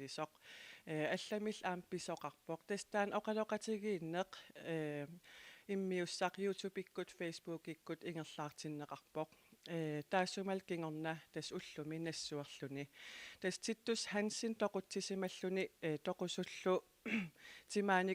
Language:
Kalaallisut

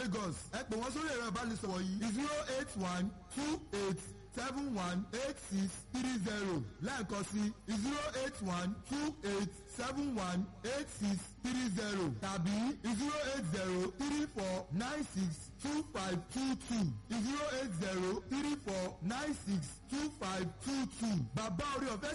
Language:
Yoruba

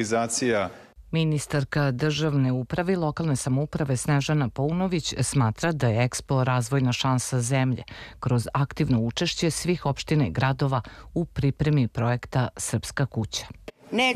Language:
Serbian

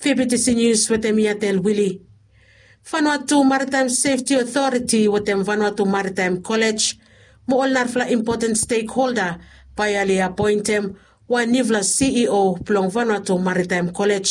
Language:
Bislama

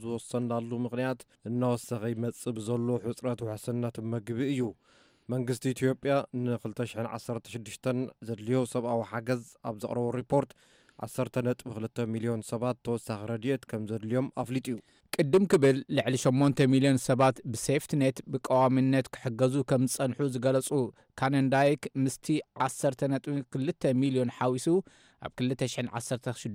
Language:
Tigrinya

